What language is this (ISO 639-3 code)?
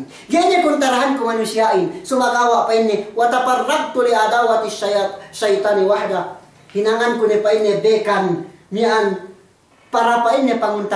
yka